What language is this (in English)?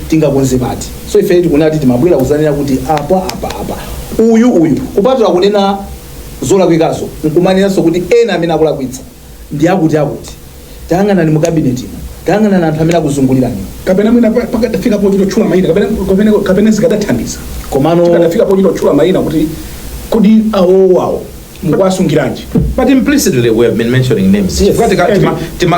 Nyanja